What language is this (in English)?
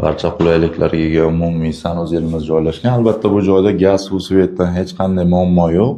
Uzbek